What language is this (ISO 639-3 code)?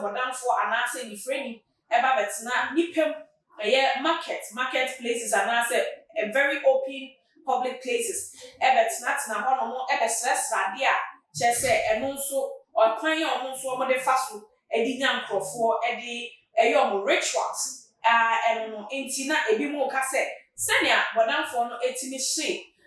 aka